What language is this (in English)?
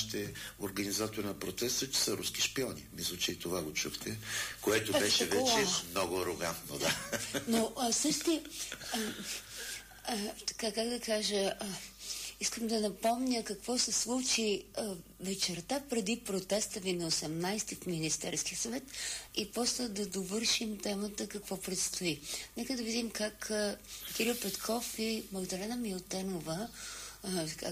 Bulgarian